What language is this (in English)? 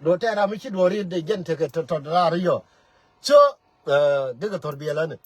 Nuer